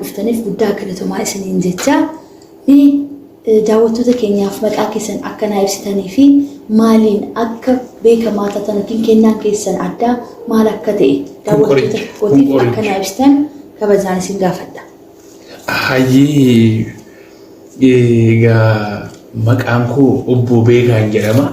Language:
Oromo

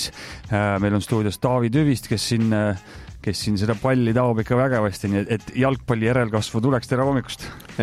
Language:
Estonian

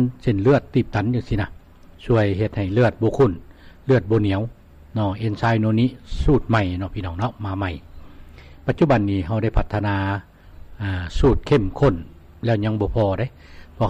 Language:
Lao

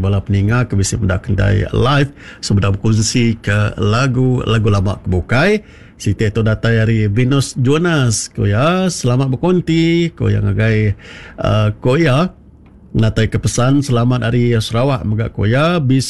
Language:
Iban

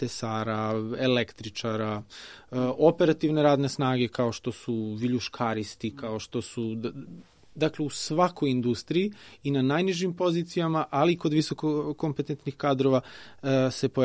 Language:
Serbian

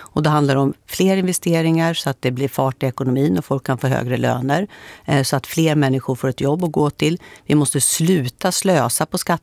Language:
Swedish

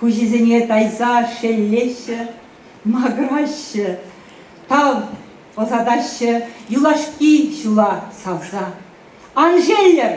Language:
Chuvash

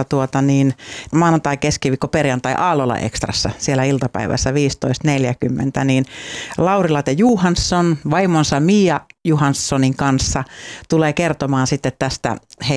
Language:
Finnish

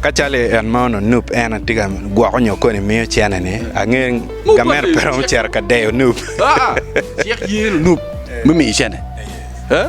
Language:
Acoli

